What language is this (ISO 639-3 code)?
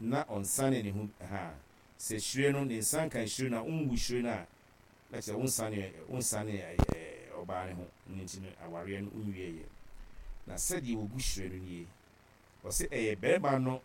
aka